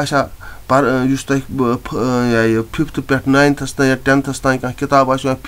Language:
Kashmiri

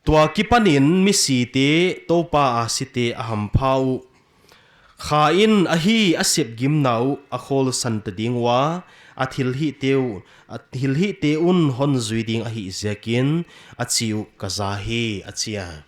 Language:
Paite Chin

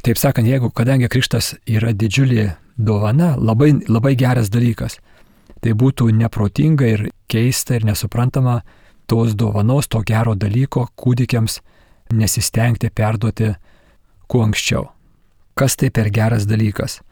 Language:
Lithuanian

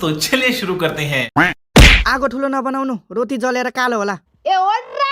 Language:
Nepali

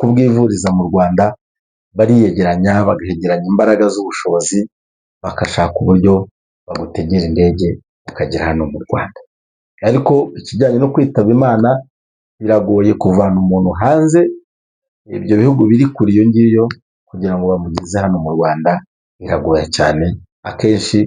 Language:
Kinyarwanda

